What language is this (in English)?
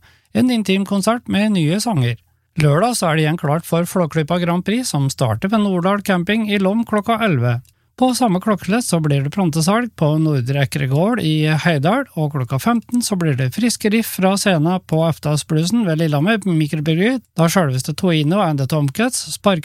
Norwegian